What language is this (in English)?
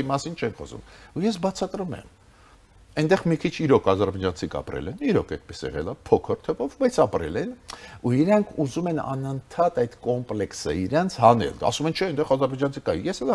Armenian